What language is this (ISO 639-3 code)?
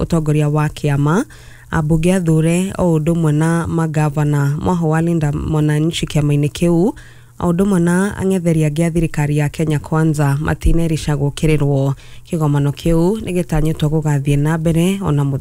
kik